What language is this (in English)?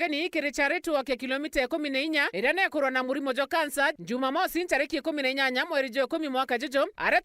Meru